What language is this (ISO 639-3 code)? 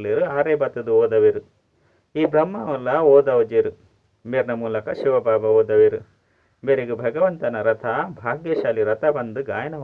tcy